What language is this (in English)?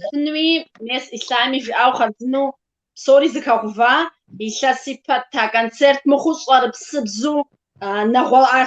Kabardian